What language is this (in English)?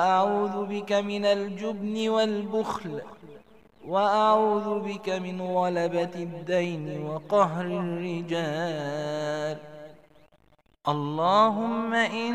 Arabic